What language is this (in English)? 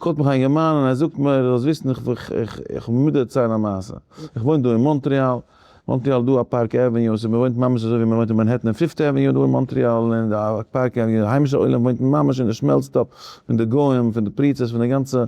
Yiddish